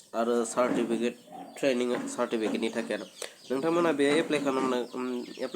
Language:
Bodo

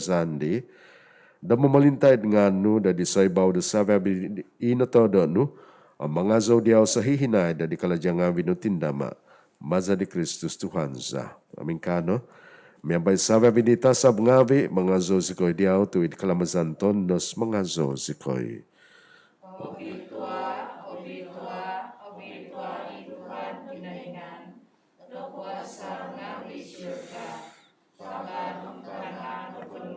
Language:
Central Dusun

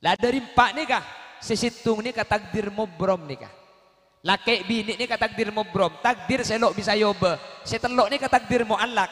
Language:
Madurese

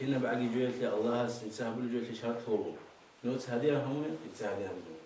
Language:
Avaric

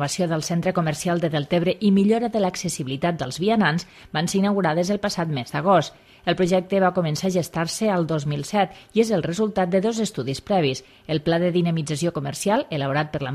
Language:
Catalan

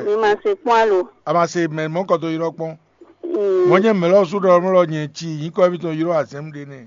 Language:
Fon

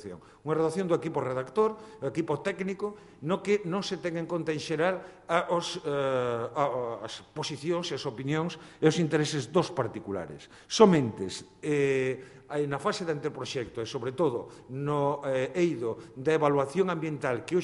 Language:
Galician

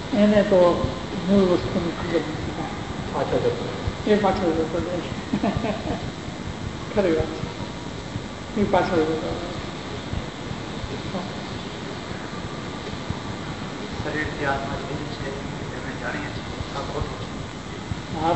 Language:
Gujarati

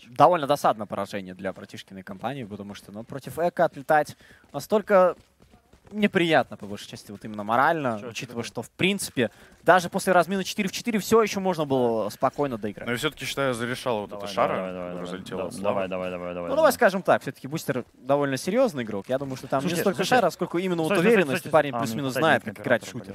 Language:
Russian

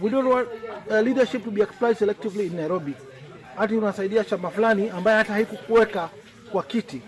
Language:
Kamba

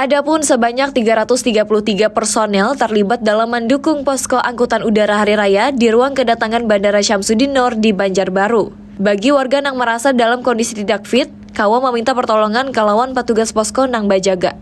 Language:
Banjar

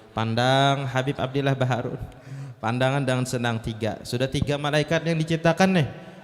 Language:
Banjar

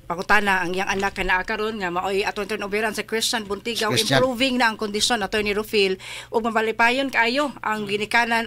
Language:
Cebuano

